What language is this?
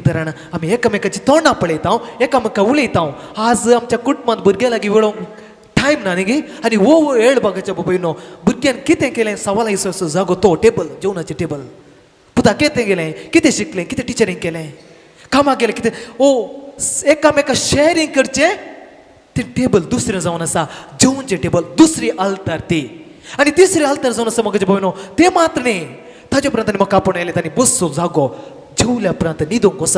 Konkani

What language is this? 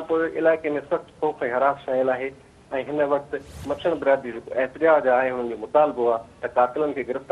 Sindhi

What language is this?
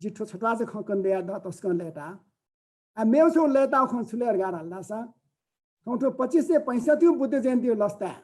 Newari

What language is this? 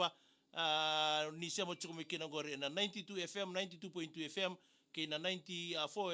Fijian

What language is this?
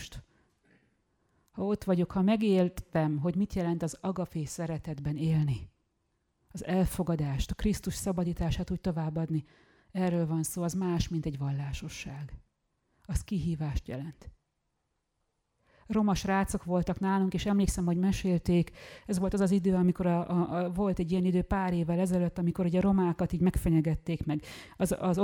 Hungarian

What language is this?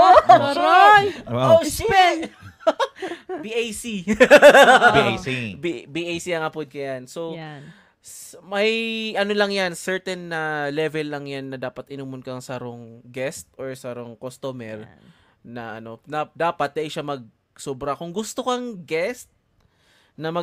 Bikol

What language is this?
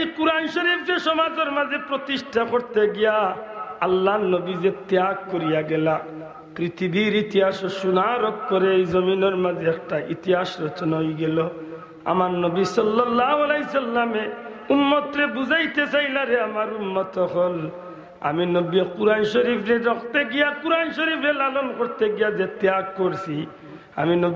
Sylheti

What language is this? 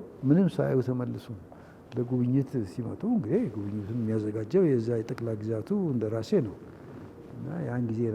Amharic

